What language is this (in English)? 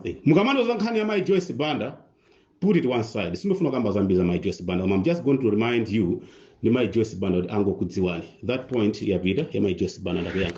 Nyanja